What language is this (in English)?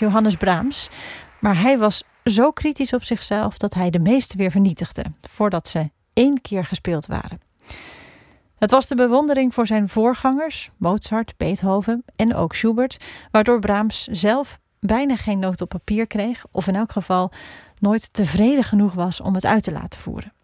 Dutch